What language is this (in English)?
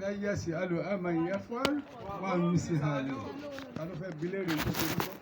Yoruba